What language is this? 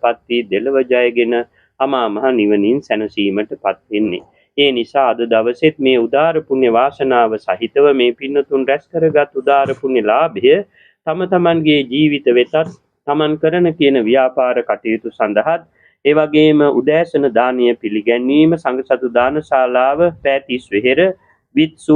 Sinhala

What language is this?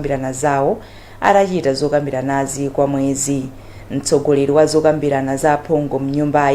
Nyanja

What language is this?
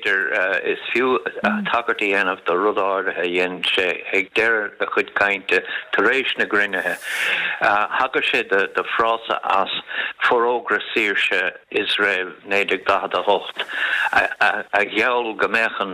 Irish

